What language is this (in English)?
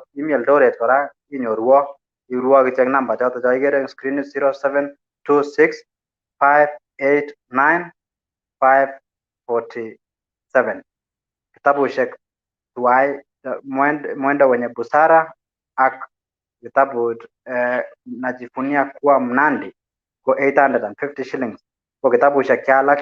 Kalenjin